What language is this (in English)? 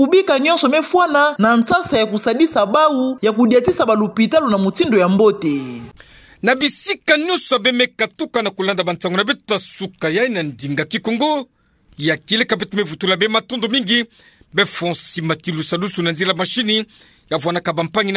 Kituba (Democratic Republic of Congo)